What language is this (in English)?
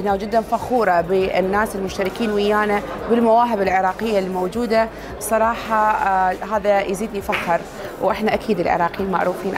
Mesopotamian Arabic